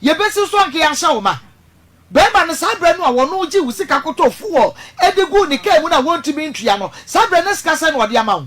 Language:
Akan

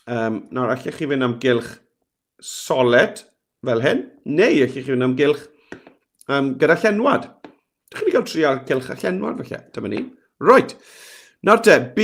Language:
Welsh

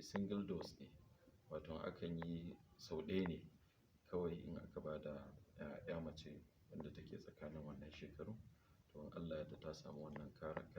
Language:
Hausa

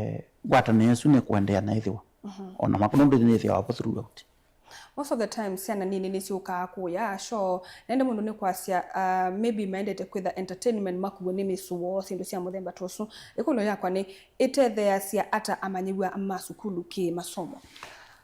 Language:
Kamba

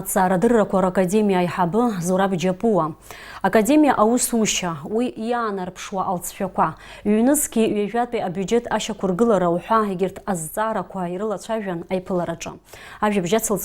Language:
Abkhazian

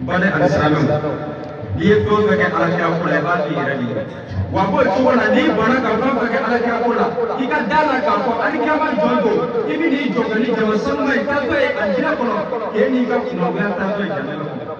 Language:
Bambara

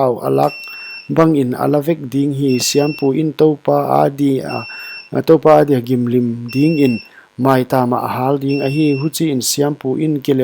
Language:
Paite Chin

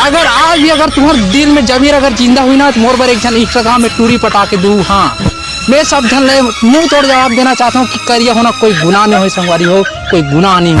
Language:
Chhattisgarhi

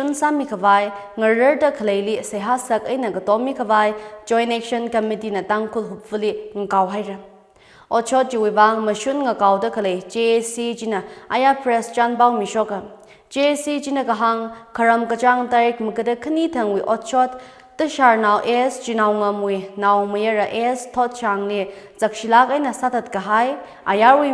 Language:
Tangkhul Naga (India)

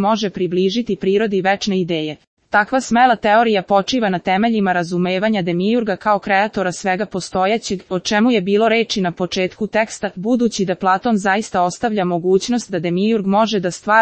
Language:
Serbian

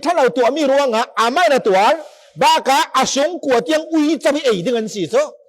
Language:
Falam Chin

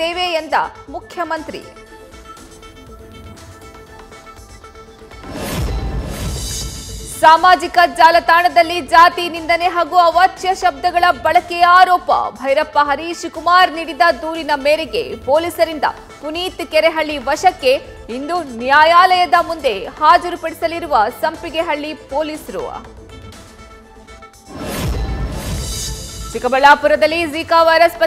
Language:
Kannada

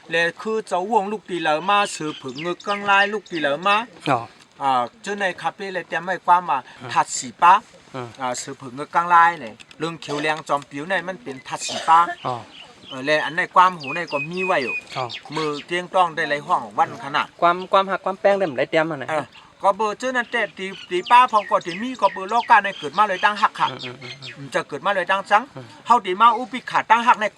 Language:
Shan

